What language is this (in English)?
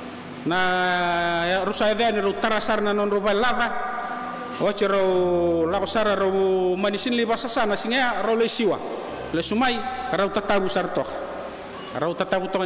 Fijian